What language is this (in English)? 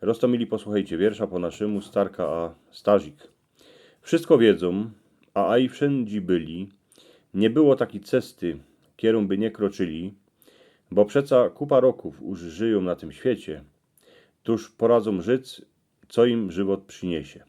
Silesian